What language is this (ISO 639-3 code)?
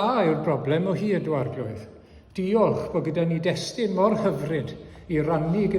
cym